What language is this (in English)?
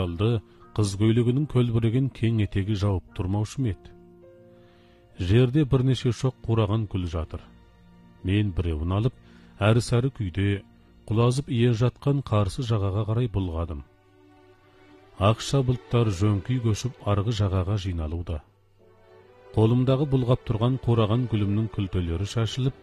Kazakh